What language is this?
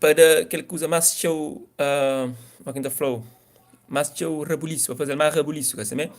Kabuverdianu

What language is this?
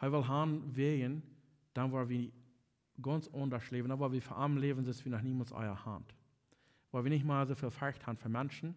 Plautdietsch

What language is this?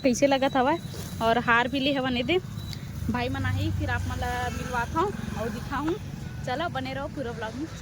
Chhattisgarhi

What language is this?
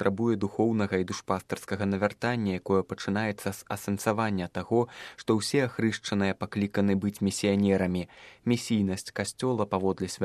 Belarusian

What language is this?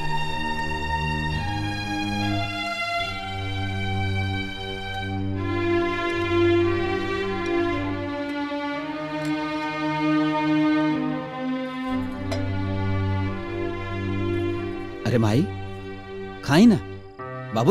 Bhojpuri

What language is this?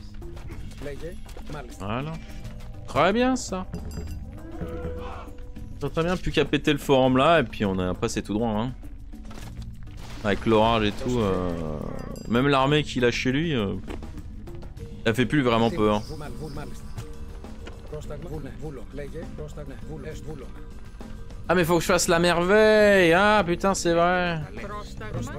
French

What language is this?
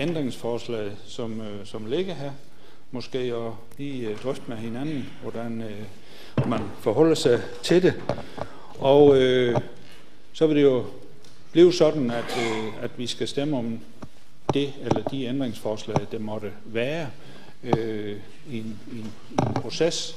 Danish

